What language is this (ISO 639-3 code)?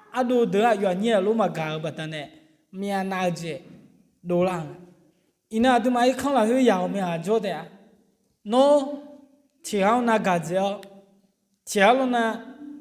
ahk